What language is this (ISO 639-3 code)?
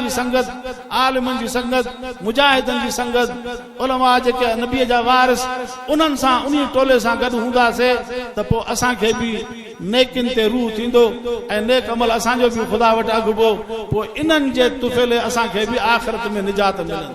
snd